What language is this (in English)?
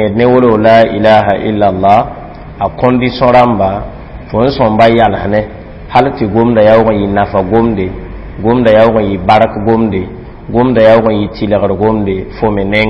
Mossi